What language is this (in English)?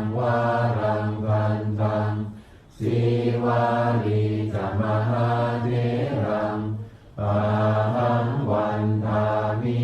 Pali